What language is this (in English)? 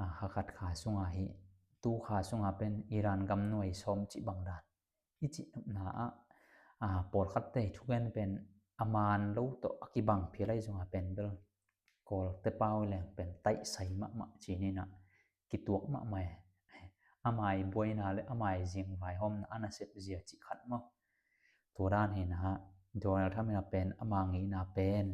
Tedim Chin